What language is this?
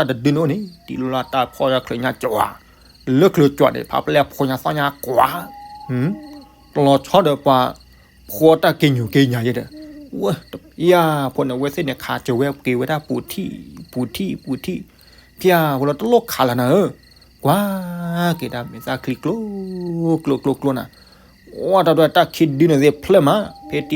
S'gaw Karen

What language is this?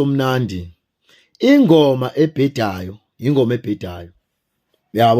Zulu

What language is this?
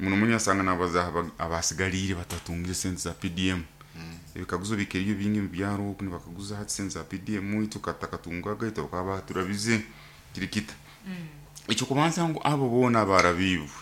Nyoro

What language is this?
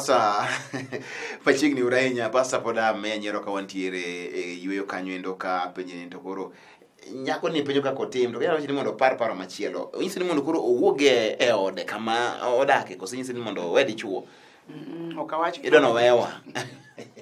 Luo (Kenya and Tanzania)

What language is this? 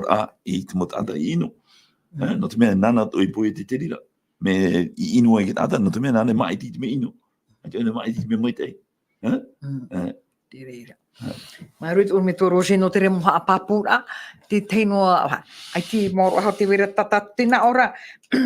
Tahitian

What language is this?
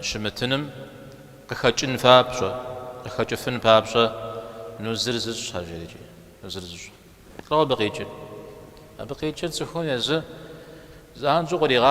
Kabardian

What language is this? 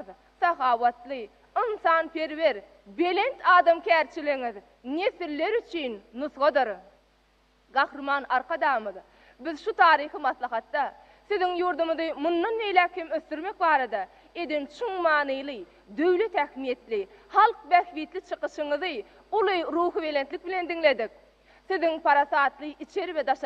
Turkmen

